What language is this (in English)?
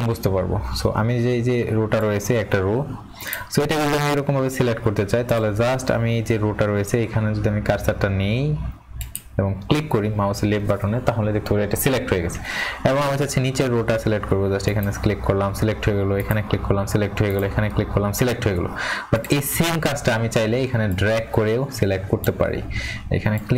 Bangla